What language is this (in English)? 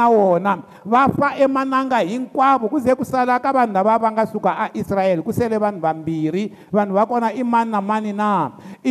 Tsonga